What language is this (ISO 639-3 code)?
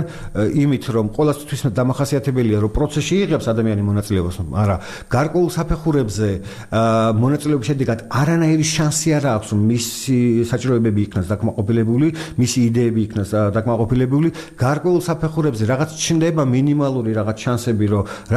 kat